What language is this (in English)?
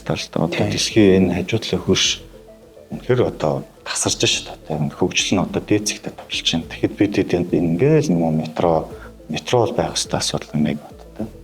Mongolian